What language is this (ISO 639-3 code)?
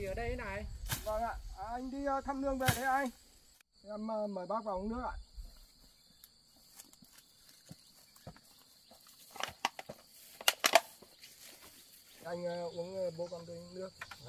vie